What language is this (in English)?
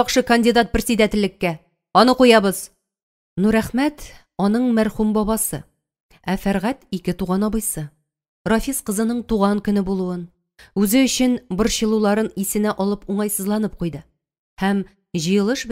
Tatar